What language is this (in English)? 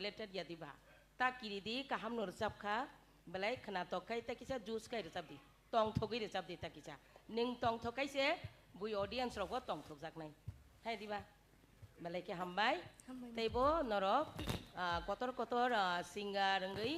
Kok Borok